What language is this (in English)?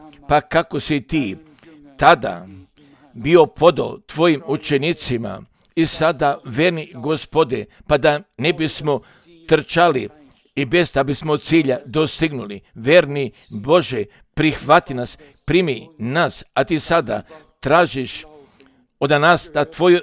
Serbian